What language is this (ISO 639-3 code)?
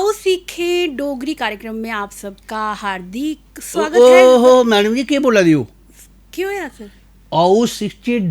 doi